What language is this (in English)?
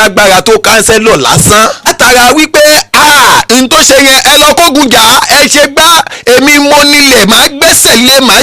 Yoruba